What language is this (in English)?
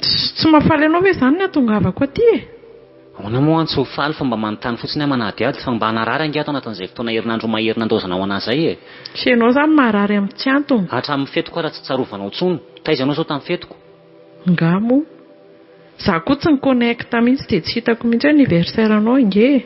Malagasy